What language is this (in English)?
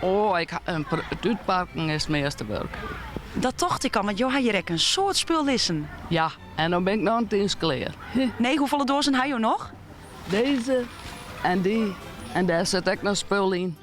Western Frisian